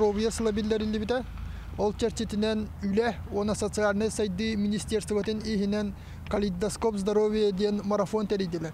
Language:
Yakut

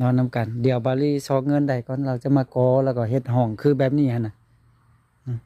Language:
Lao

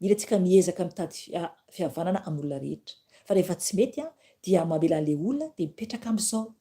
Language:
Malagasy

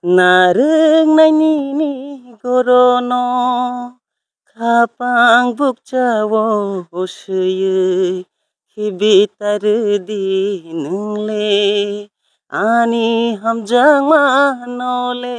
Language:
Kok Borok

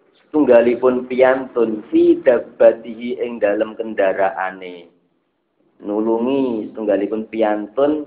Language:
Javanese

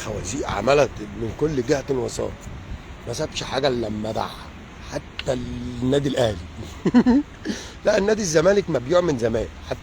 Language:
Egyptian Arabic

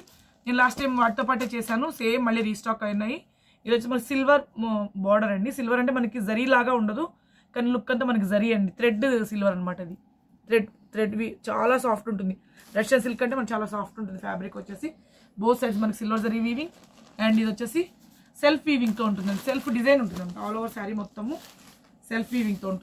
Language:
Telugu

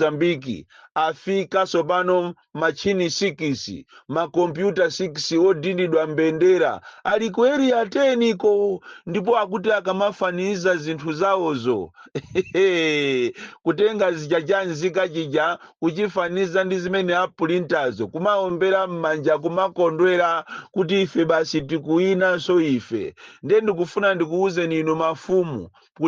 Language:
Nyanja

